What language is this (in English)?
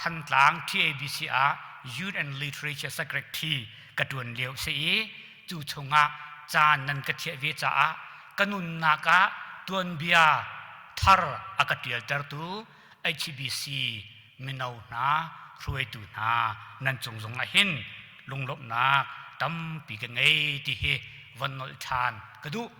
Hakha Chin